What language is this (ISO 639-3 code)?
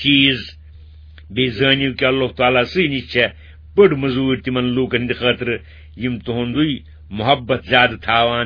kas